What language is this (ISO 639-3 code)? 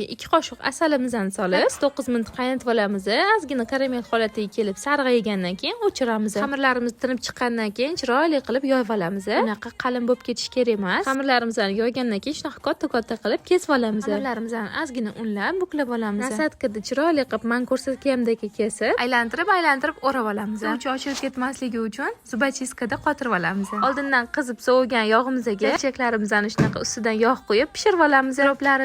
uzb